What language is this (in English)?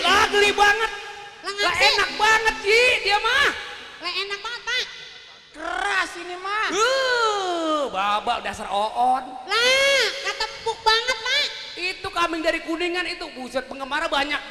Betawi